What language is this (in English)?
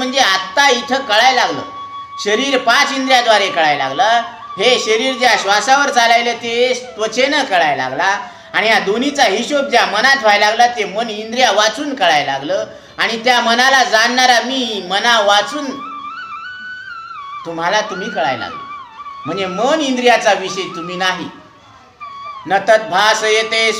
Marathi